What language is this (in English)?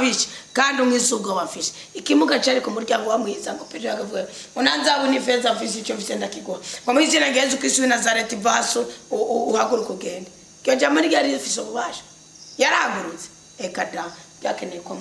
Rundi